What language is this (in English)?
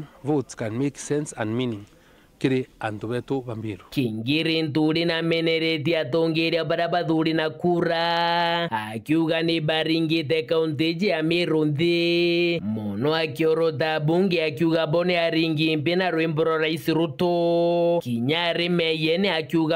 Meru